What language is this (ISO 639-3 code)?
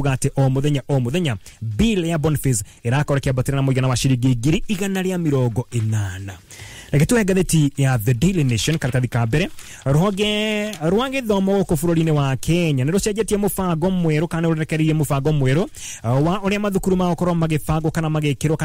kik